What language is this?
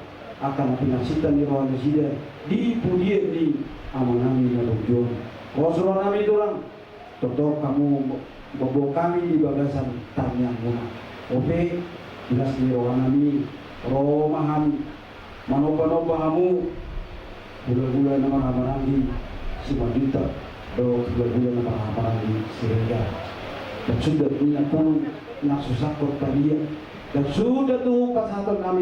Batak Toba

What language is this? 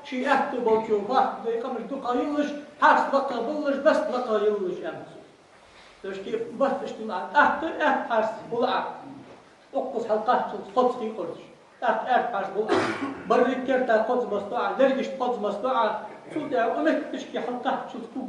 Ingush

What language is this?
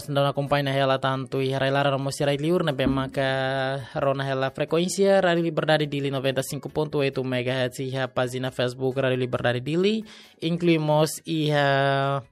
Tetum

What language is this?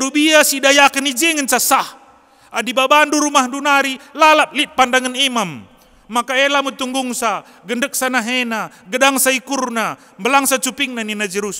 Batak Karo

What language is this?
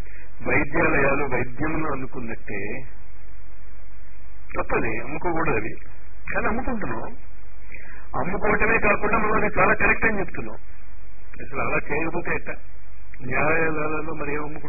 Telugu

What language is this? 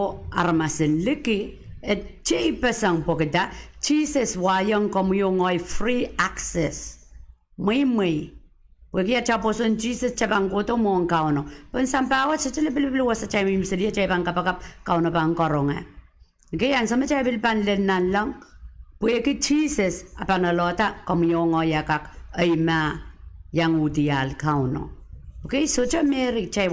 Pohnpeian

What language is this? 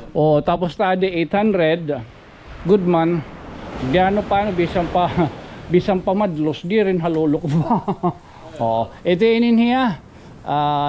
Waray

